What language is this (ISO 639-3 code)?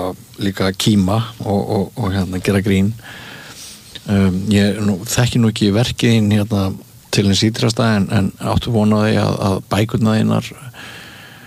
isl